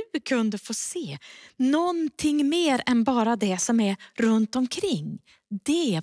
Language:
Swedish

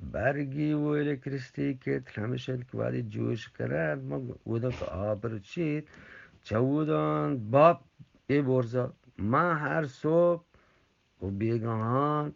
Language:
Eastern Balochi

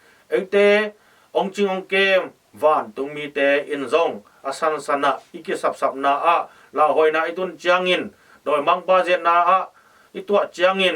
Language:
Tedim Chin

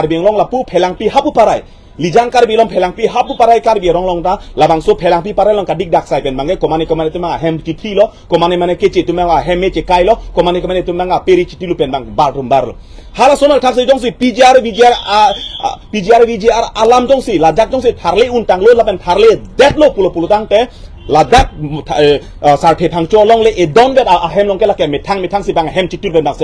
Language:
Karbi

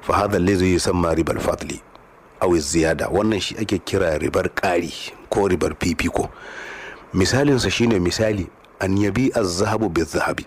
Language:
Hausa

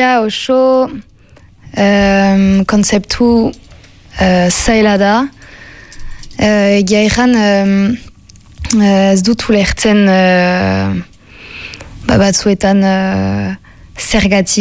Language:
Basque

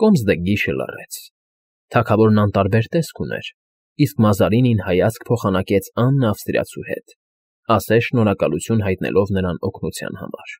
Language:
Armenian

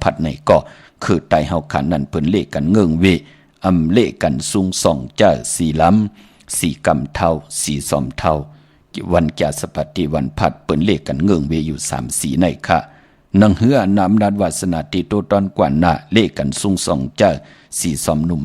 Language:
Shan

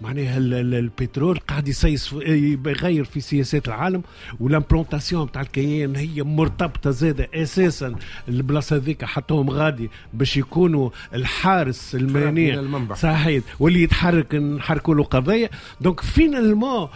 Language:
Tunisian Arabic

